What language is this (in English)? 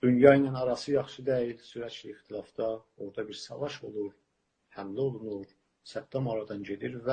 South Azerbaijani